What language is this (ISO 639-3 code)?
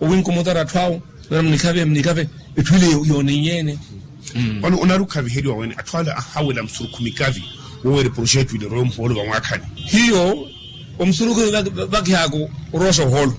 vmw